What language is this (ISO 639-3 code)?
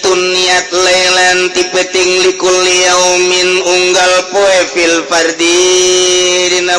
sun